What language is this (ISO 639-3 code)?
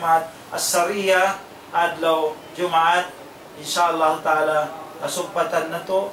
tsg